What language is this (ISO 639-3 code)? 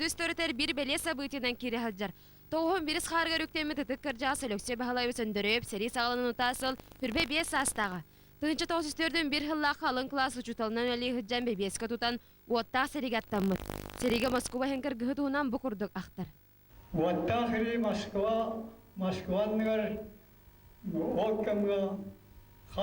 sah